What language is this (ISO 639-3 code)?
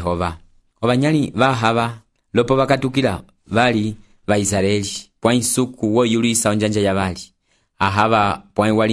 umb